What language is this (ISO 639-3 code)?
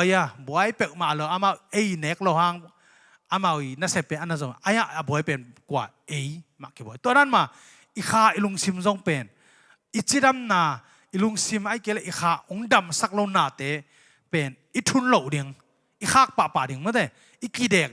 ctd